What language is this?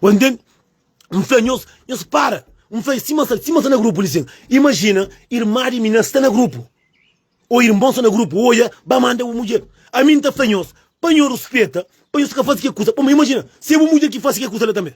Kabuverdianu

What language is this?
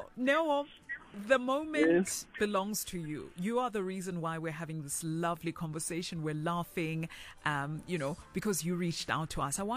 English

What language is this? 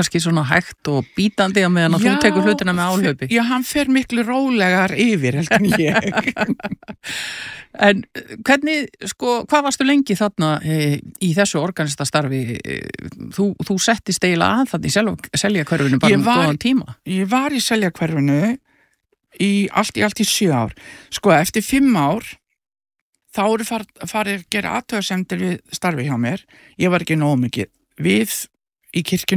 Icelandic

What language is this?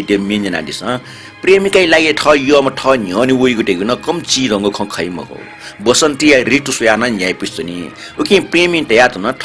Newari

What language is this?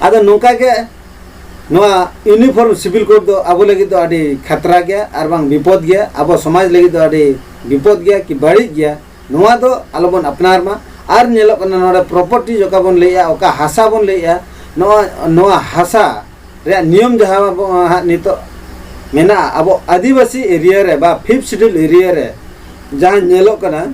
Santali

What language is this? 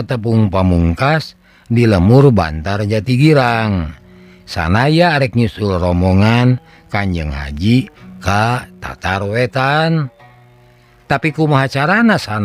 Sundanese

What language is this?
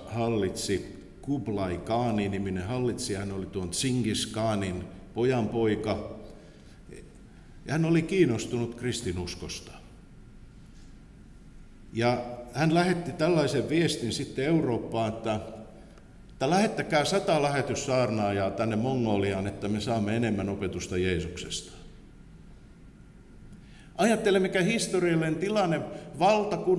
Finnish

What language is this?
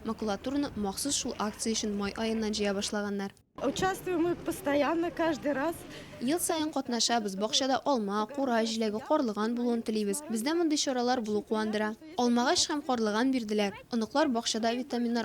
Tatar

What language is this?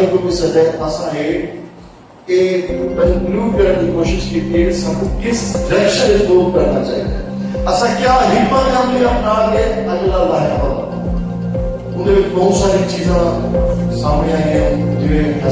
Saraiki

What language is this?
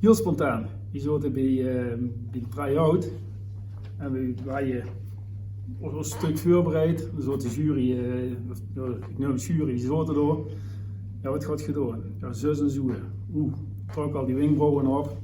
Limburgish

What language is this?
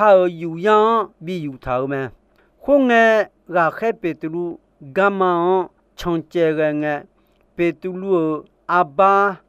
Akha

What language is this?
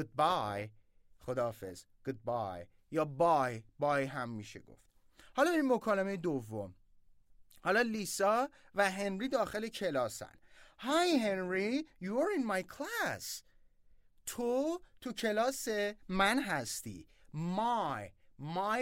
Persian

